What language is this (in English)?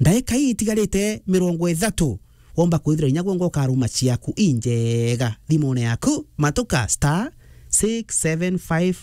Meru